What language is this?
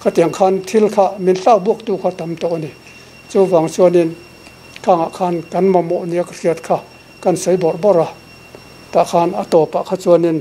Mizo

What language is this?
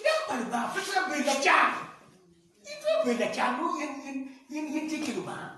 Acoli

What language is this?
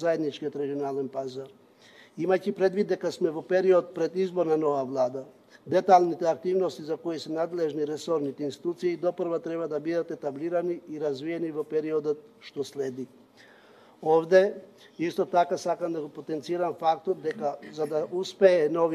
Macedonian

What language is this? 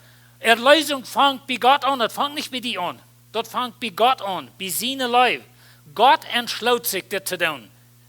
Plautdietsch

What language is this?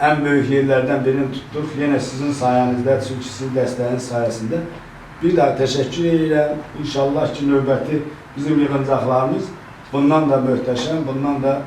Azerbaijani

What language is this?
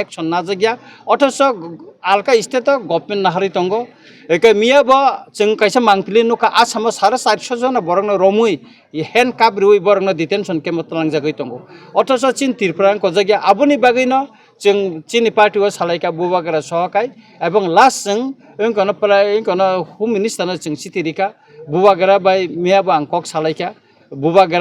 Kok Borok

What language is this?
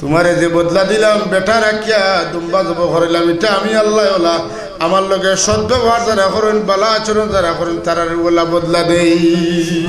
Sylheti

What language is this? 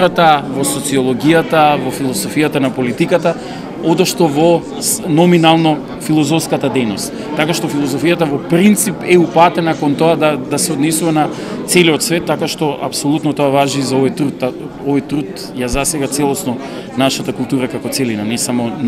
Macedonian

